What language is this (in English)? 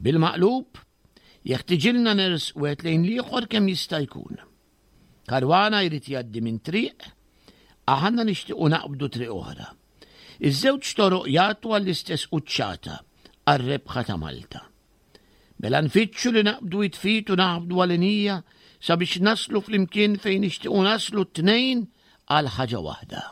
Maltese